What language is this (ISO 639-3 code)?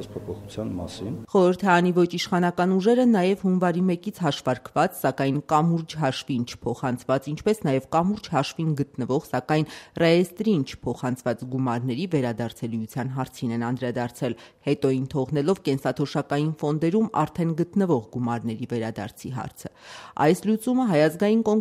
hye